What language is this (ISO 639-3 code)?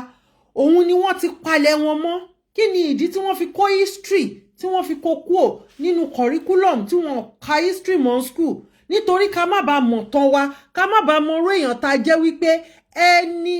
yor